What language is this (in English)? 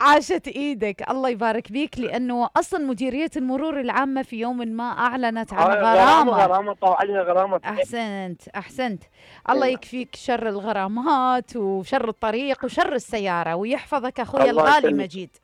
Mesopotamian Arabic